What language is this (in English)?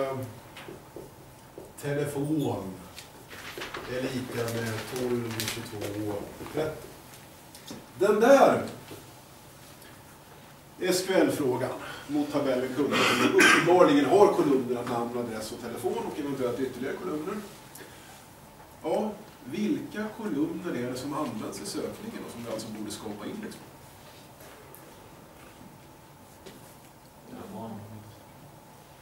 Swedish